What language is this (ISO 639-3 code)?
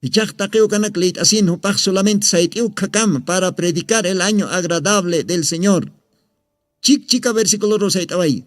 aym